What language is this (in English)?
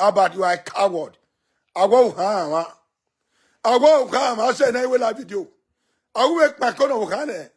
Nigerian Pidgin